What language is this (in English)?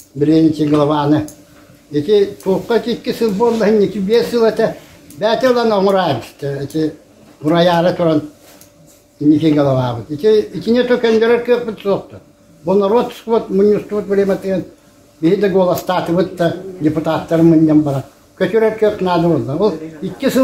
Yakut